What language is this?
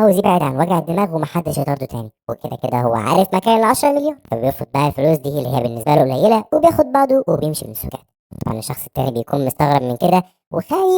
Egyptian Arabic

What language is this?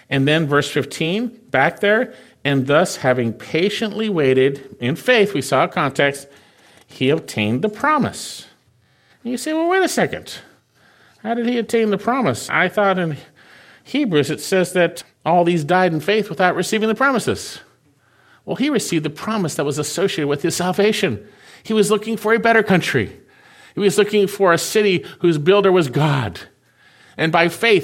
English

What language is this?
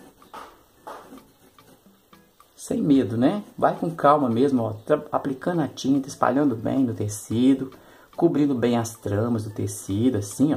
Portuguese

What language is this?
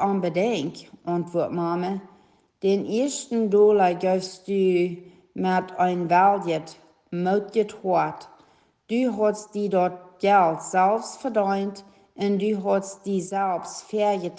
Plautdietsch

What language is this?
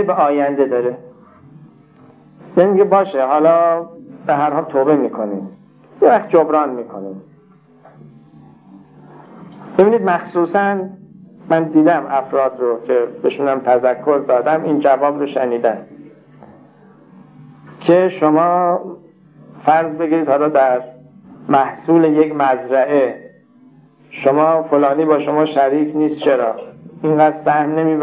Persian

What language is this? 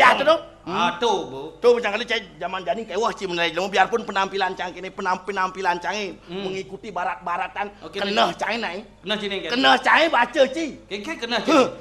Balinese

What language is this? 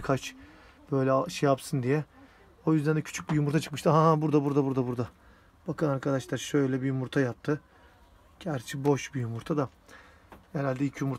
Turkish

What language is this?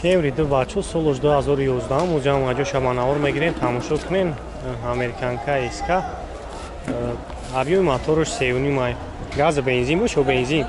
Tajik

